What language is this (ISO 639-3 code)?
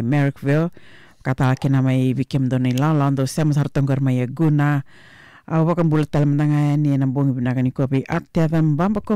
fij